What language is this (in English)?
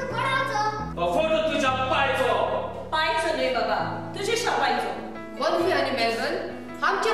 Konkani